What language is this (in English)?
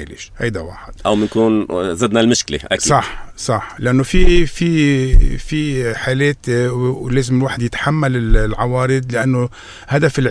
North Levantine Arabic